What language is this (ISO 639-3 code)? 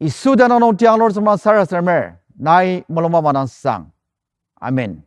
njo